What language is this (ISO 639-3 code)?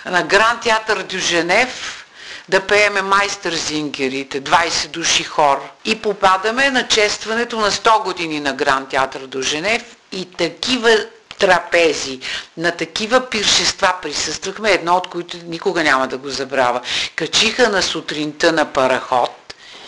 bul